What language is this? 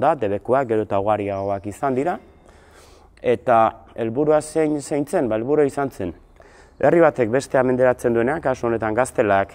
Basque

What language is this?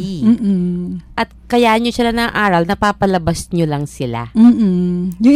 Filipino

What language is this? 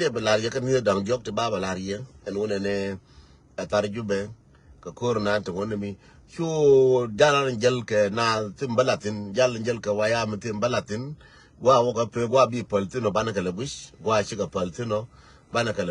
Nuer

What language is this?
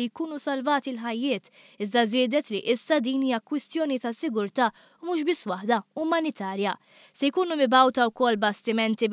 Maltese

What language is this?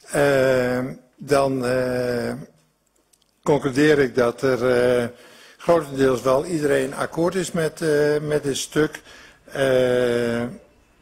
Dutch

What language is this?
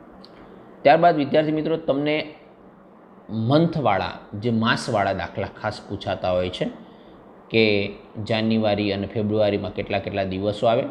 Gujarati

